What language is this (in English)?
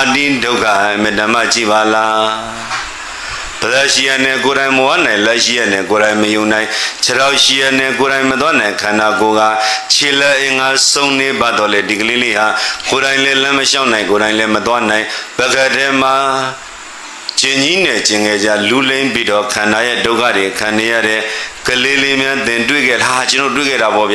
Burmese